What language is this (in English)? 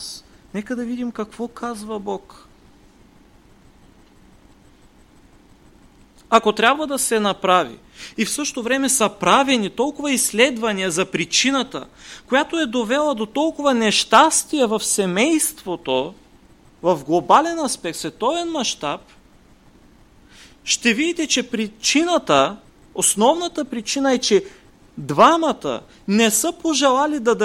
Bulgarian